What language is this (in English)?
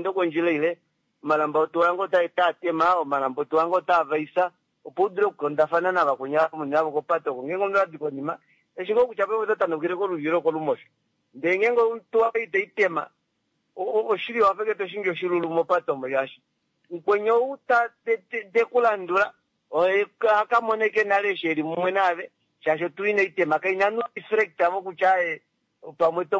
Kuanyama